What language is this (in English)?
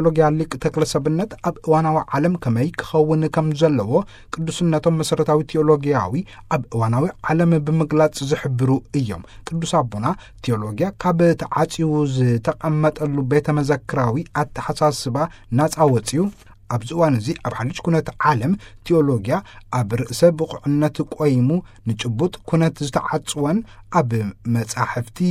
Tigrinya